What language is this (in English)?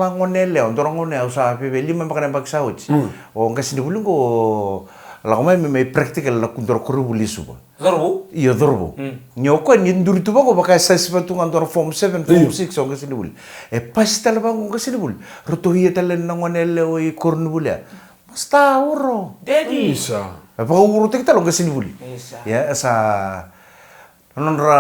Fijian